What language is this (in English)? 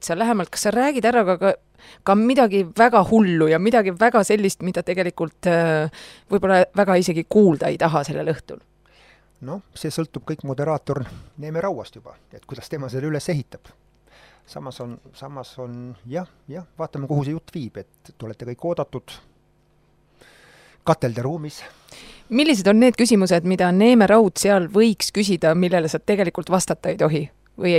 Estonian